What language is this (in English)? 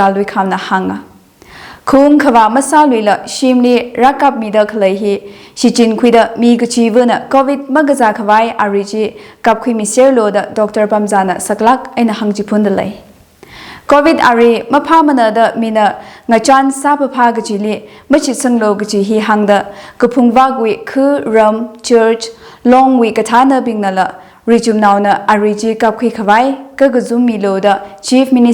Tangkhul Naga (India)